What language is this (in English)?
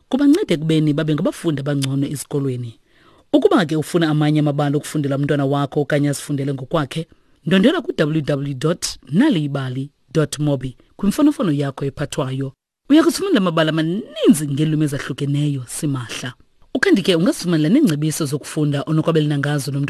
Xhosa